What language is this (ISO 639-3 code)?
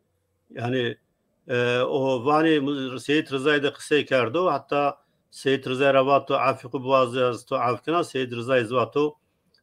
zza